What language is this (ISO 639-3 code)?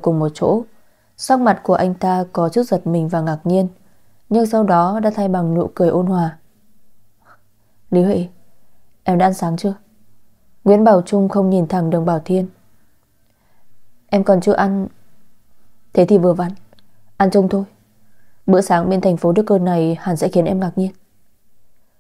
vie